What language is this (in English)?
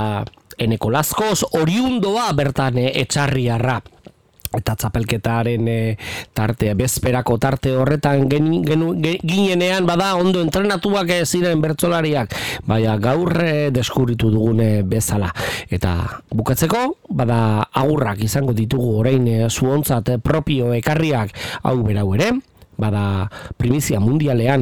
Basque